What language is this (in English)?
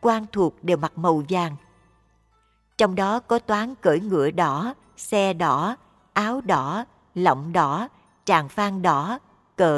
Vietnamese